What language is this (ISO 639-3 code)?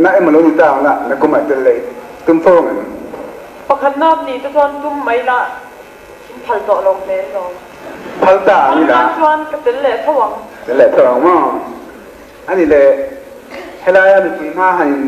lus